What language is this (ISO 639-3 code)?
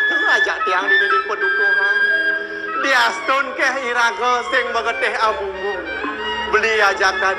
ban